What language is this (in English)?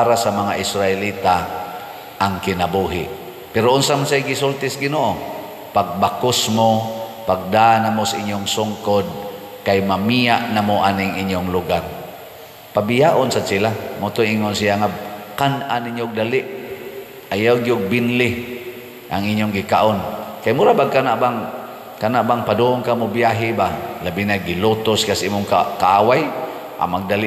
Cebuano